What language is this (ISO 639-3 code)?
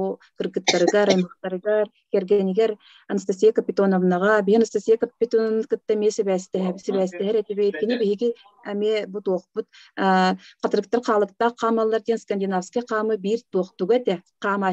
sah